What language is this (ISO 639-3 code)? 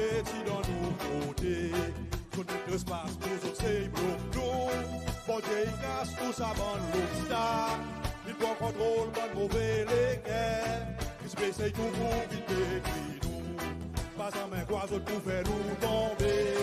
crs